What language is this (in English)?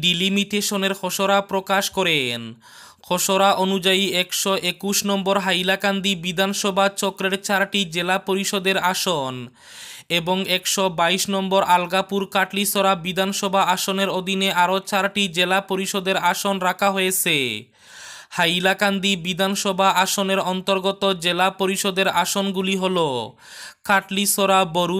Bangla